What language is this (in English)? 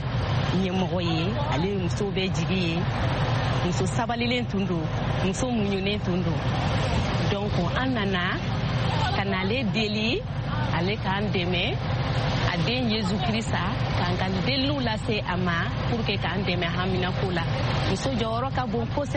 Bambara